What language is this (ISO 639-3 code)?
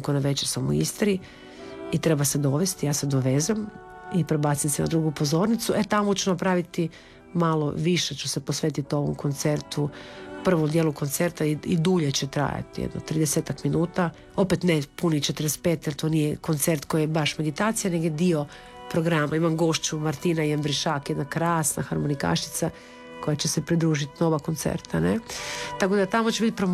hrv